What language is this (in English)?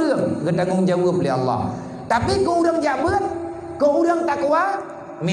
Achinese